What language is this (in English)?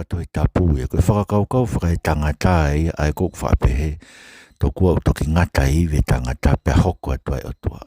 Tongan